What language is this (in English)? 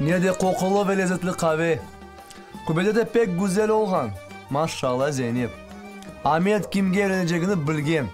Crimean Tatar